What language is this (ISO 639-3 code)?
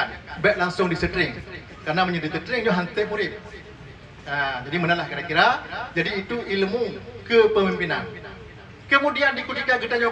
ace